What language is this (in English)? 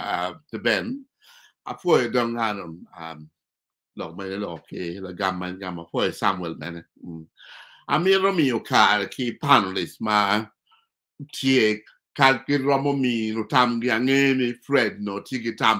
Acoli